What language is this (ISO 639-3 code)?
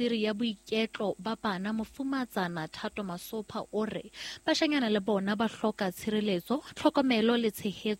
sot